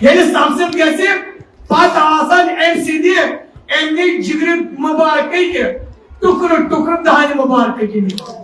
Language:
Kashmiri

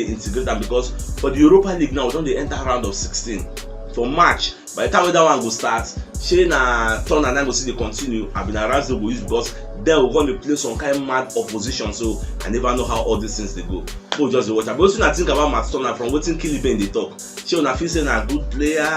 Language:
Nigerian Pidgin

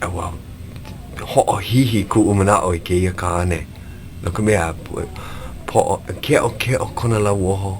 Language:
Hawaiian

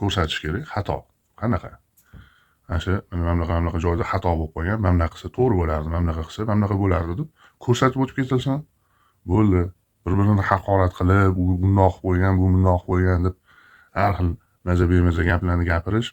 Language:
Uzbek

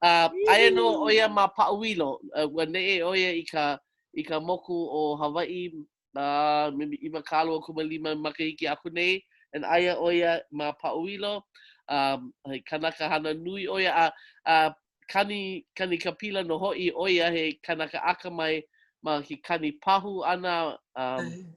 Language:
Hawaiian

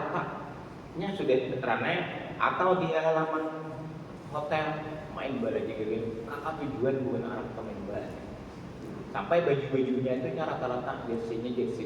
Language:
Banjar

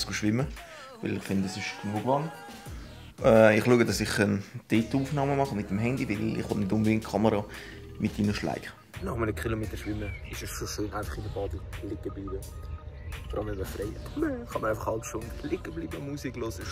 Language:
Swiss German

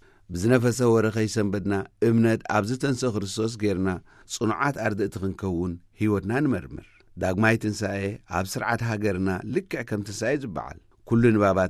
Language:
Tigrinya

